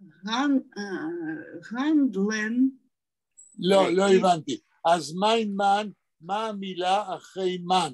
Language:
Yiddish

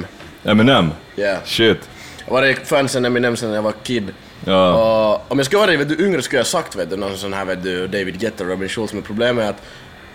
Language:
Swedish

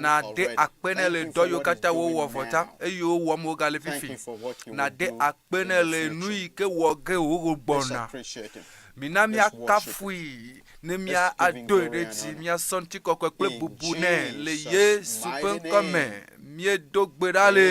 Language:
Ewe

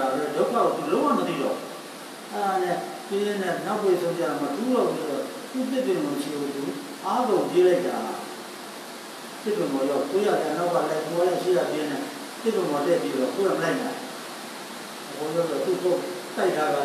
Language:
Burmese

